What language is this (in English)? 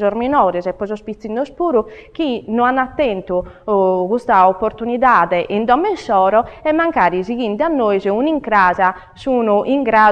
Sardinian